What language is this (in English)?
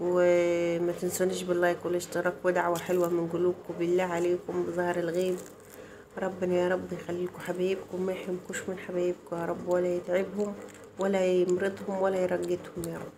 Egyptian Arabic